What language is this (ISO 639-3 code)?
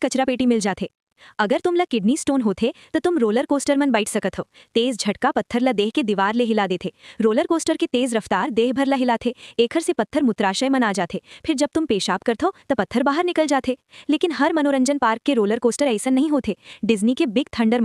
hne